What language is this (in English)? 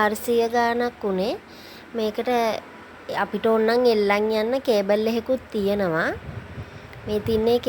Sinhala